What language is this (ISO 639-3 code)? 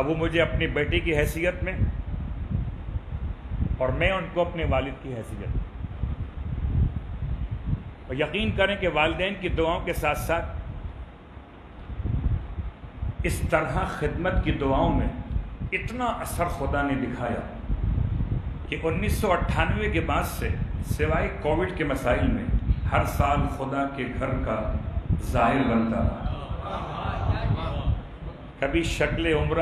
urd